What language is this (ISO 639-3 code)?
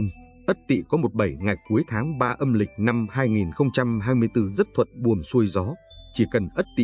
vie